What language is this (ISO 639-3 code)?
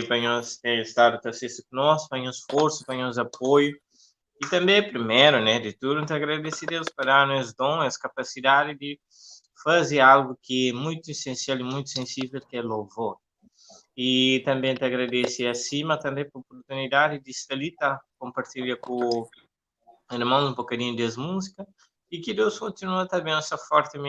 kea